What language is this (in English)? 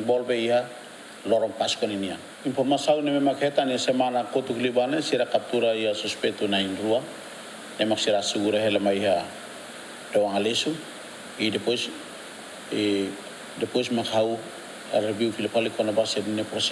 Tetum